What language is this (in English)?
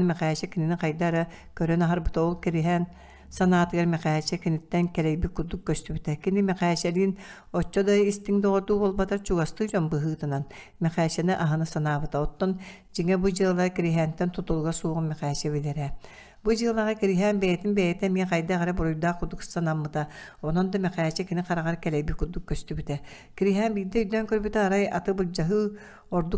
Yakut